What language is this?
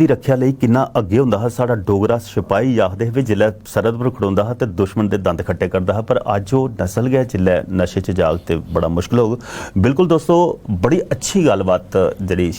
Dogri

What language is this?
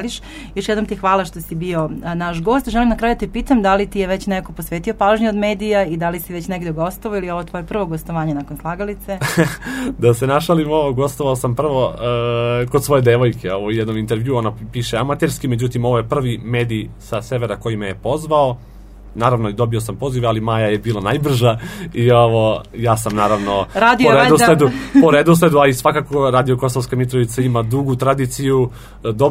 Serbian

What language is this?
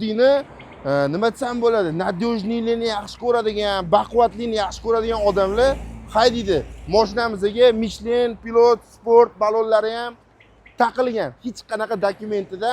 Uzbek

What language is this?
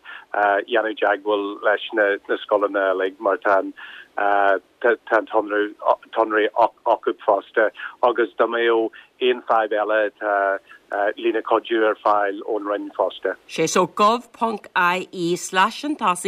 Irish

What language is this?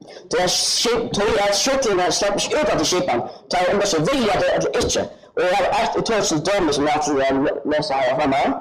Faroese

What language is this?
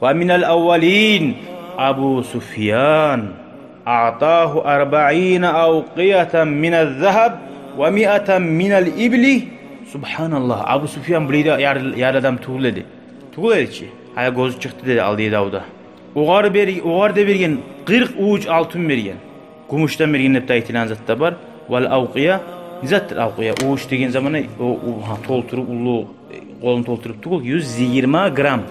Kumyk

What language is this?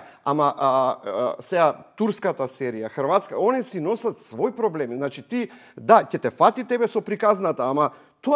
Macedonian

